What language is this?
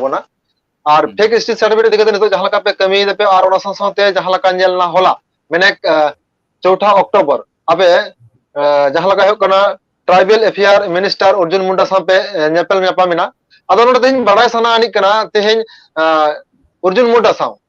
Santali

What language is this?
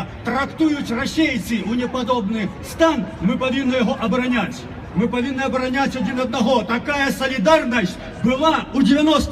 Belarusian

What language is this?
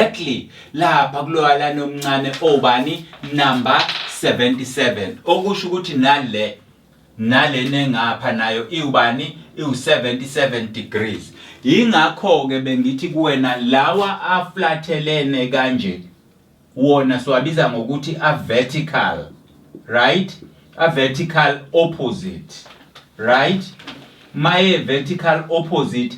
Zulu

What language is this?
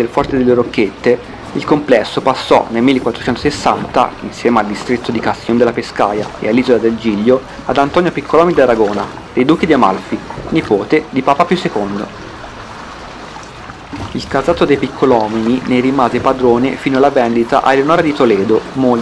Italian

